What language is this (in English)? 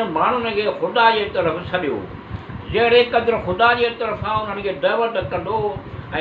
Sindhi